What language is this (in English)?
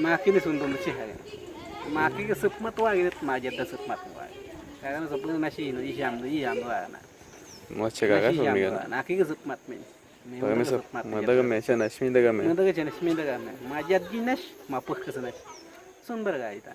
Awa-Cuaiquer